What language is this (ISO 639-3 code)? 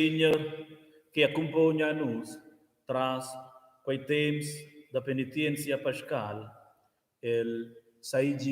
roh